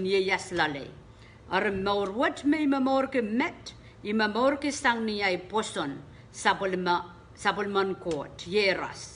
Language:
Pohnpeian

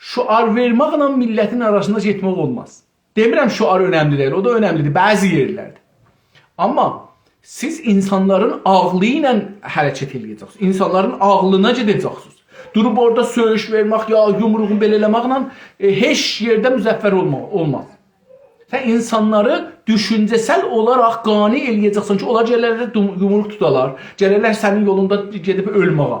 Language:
South Azerbaijani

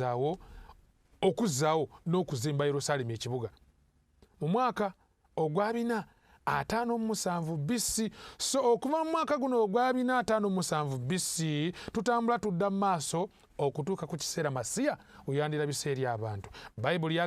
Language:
Ganda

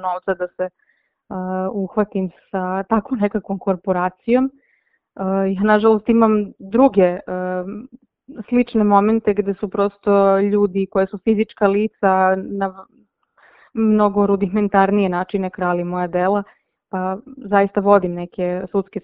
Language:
Serbian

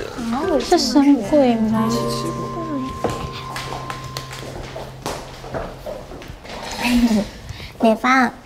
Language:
Chinese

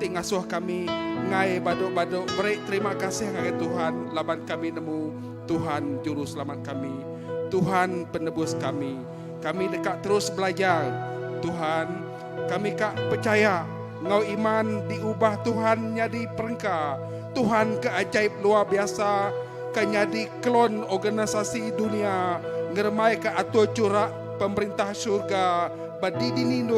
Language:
Iban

